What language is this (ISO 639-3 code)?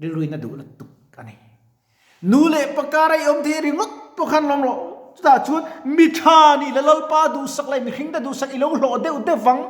lus